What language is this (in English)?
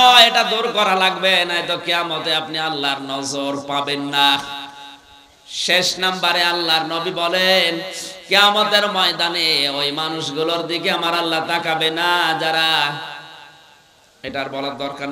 Bangla